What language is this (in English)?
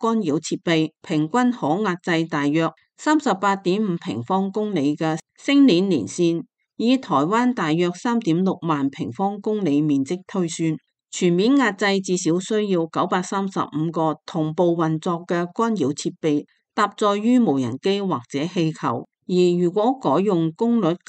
Cantonese